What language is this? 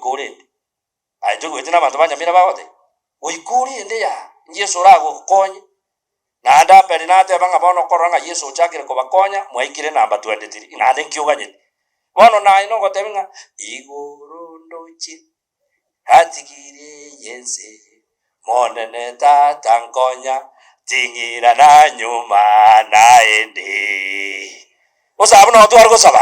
Gusii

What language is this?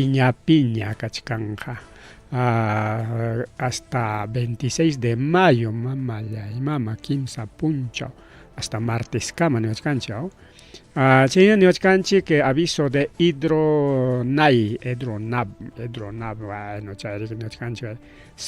Ayacucho Quechua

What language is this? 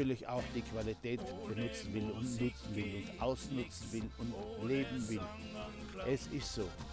Bavarian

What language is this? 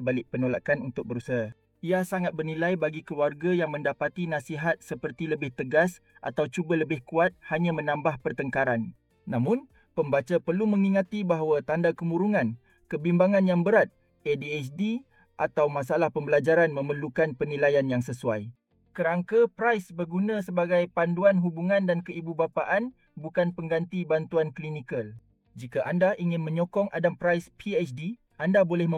Malay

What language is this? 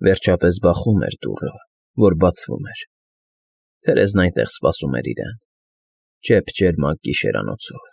Armenian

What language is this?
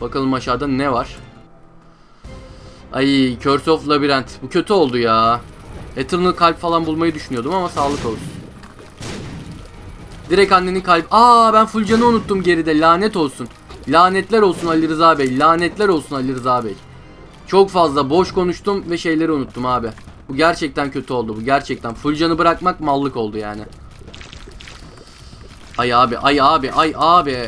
Turkish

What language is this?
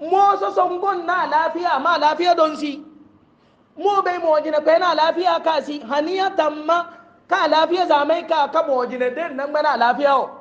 Hausa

